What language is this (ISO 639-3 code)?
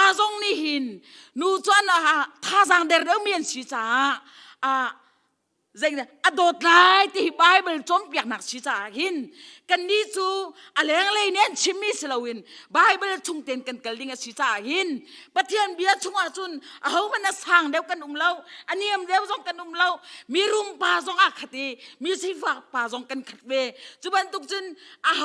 cnh